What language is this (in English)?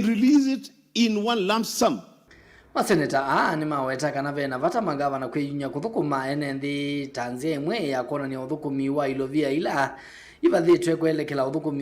Kamba